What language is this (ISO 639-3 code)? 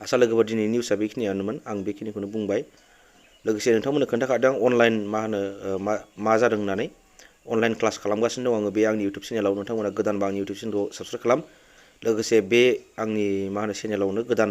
brx